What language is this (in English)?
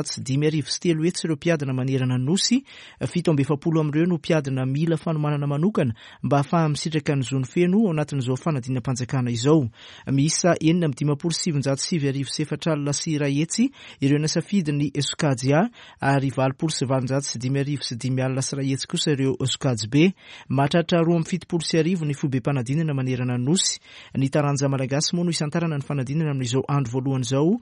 Malagasy